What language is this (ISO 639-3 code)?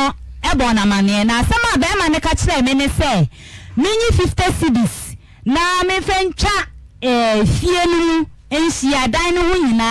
aka